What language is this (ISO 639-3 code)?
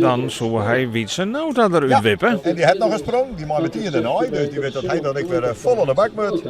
fry